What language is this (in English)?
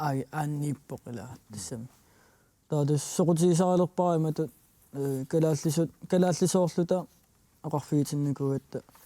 Kalaallisut